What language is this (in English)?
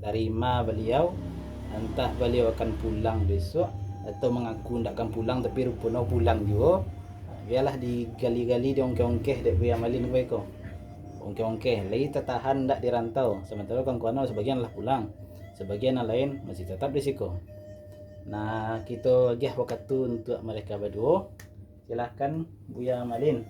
Minangkabau